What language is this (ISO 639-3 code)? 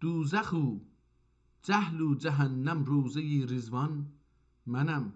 azb